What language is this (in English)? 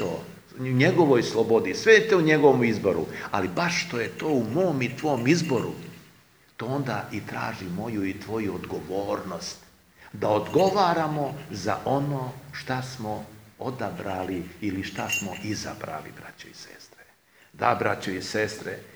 Serbian